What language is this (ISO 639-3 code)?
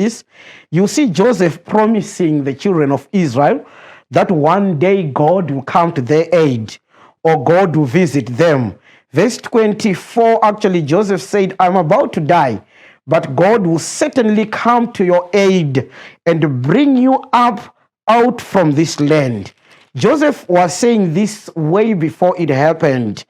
eng